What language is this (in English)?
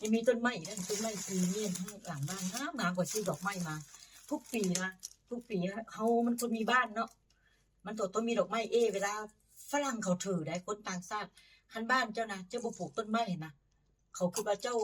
Northeastern Thai